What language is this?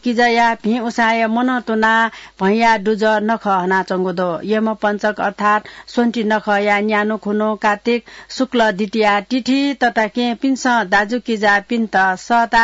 Newari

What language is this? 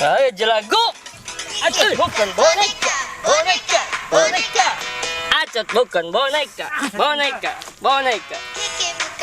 Banjar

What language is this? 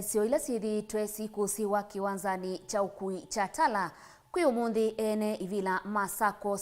Kamba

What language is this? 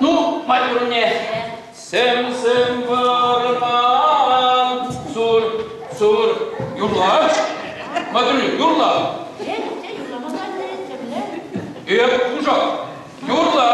Chuvash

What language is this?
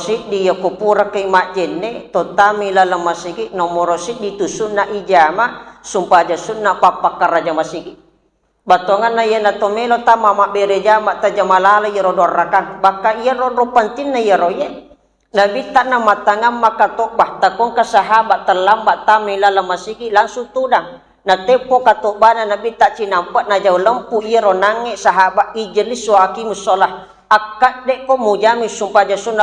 Buginese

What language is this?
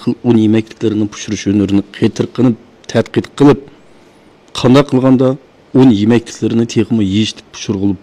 Uyghur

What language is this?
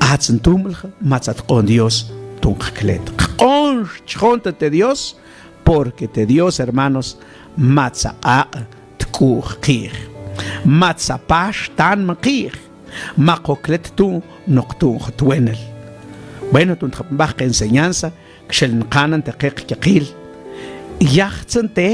Mam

